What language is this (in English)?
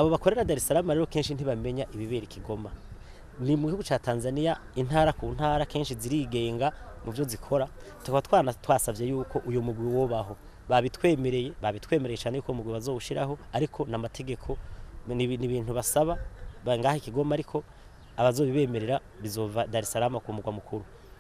Rundi